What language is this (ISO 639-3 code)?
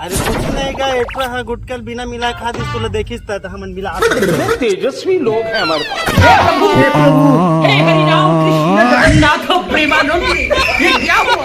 hne